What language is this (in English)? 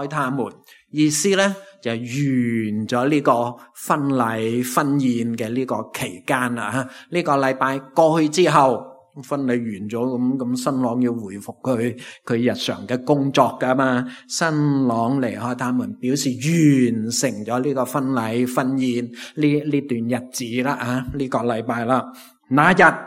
Cantonese